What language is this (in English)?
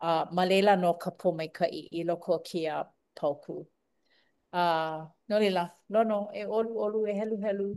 Hawaiian